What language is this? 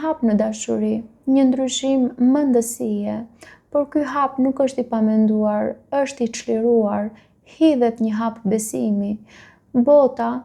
Albanian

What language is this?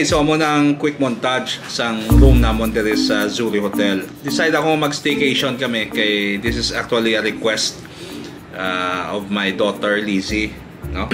Hiligaynon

